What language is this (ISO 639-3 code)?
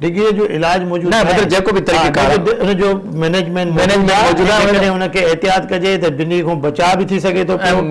snd